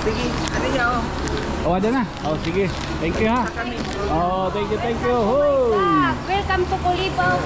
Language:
Waray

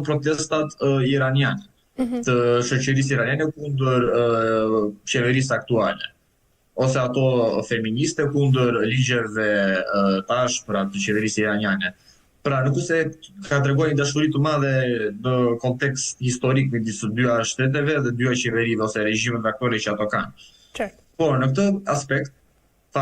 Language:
Albanian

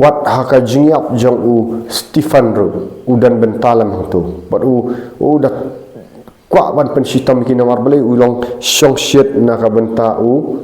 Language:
Khasi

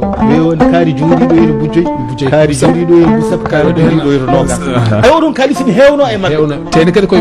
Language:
Fula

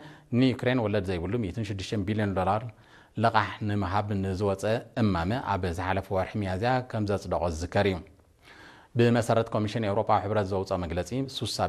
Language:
Tigrinya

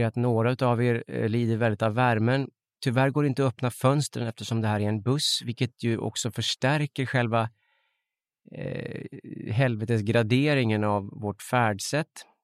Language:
Swedish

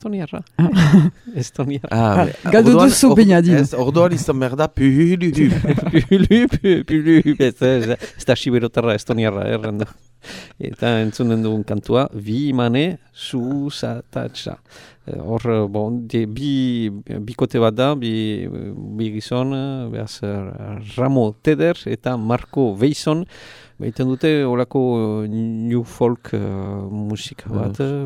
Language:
Basque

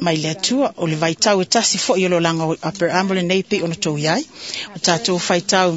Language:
Samoan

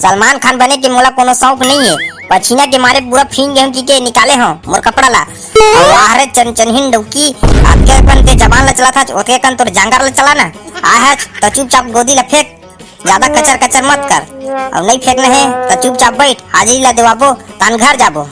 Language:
Chhattisgarhi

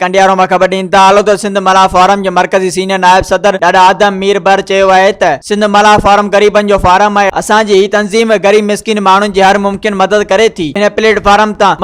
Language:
Sindhi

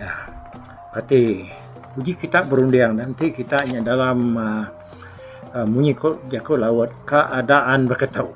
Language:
Iban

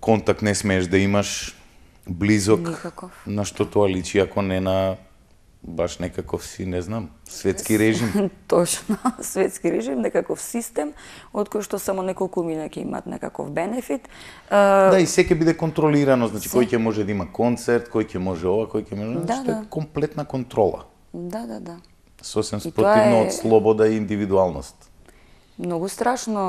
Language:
Macedonian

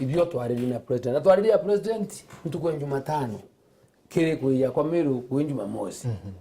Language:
Meru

